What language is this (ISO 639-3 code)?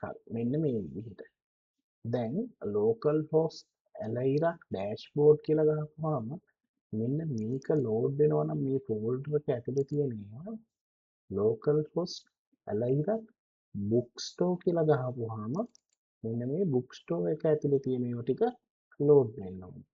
sin